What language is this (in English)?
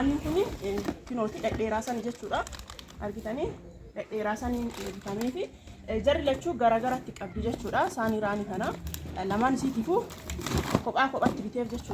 Oromo